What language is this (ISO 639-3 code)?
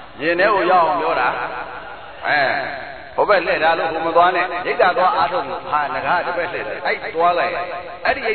mya